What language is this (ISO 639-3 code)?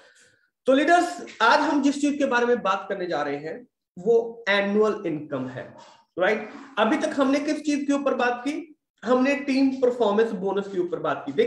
hin